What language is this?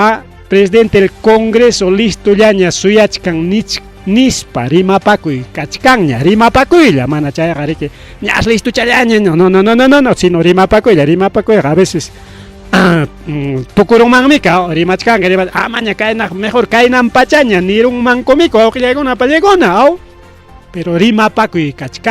Ayacucho Quechua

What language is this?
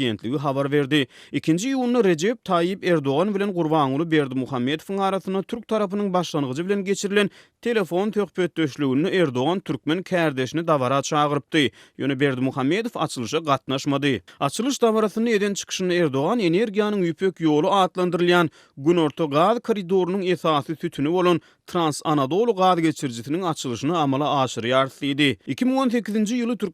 Turkmen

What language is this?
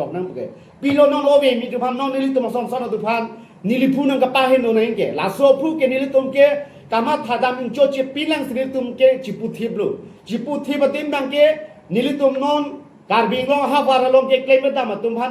Karbi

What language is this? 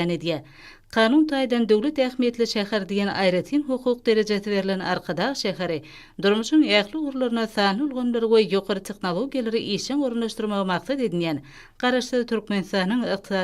Turkmen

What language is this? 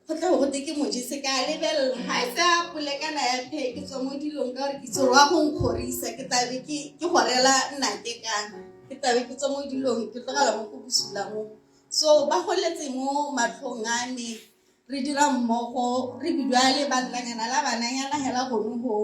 Tswana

